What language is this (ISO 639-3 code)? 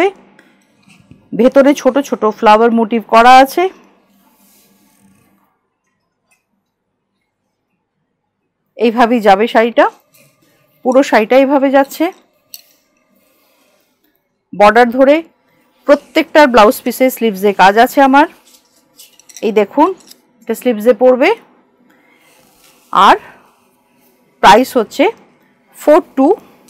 ben